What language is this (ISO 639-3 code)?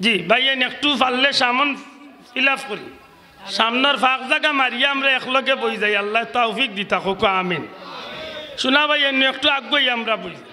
syl